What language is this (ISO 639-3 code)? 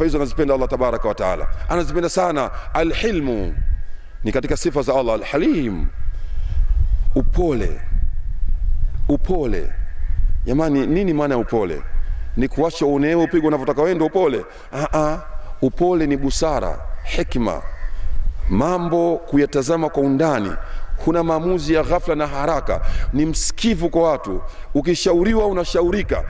swa